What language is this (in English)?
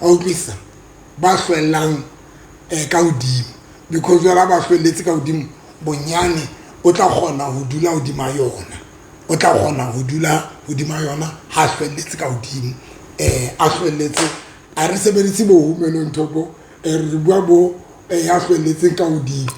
Southern Sotho